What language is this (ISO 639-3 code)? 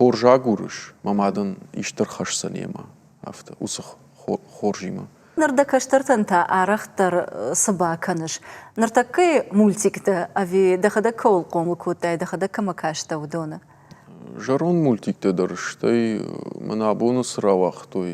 oss